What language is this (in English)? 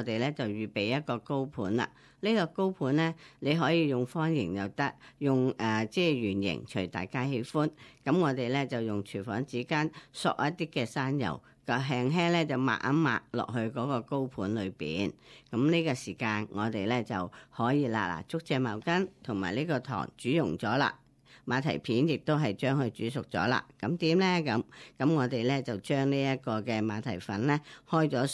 Cantonese